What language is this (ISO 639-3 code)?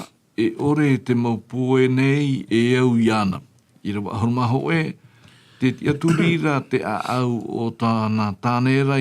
tah